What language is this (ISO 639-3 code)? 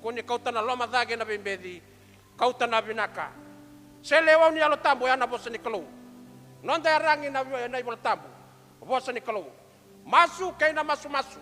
fij